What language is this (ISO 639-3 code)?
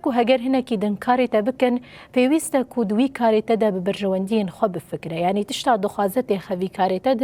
kur